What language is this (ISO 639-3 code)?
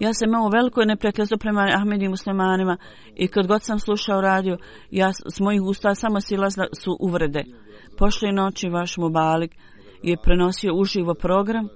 bos